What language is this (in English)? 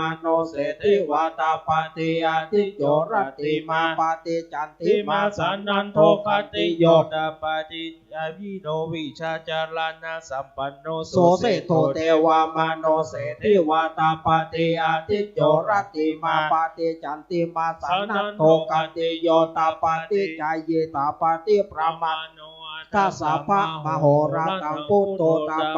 Pali